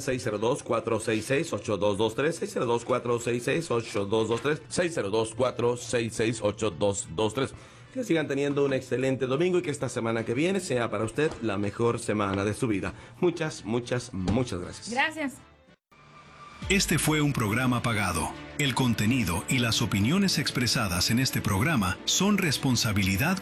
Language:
Spanish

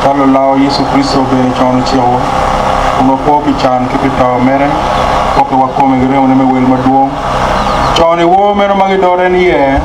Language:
Acoli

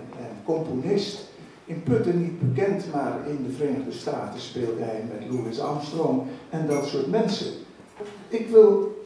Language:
Dutch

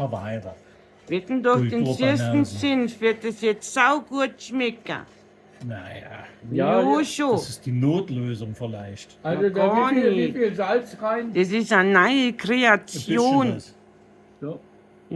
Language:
Bavarian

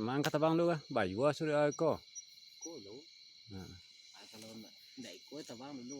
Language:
Minangkabau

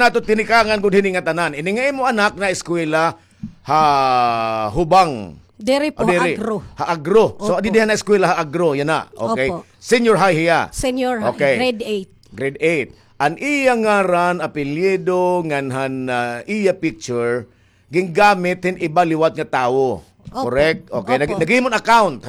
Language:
Waray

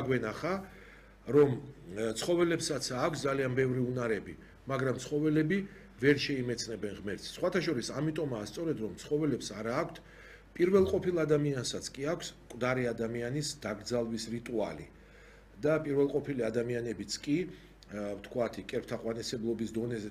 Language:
Georgian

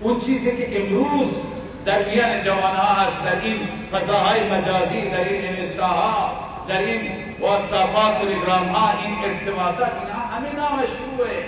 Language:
Persian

